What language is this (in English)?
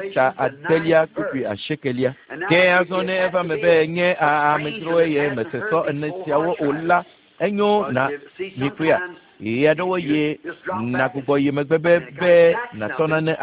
Ewe